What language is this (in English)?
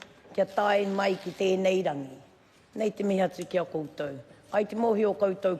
Māori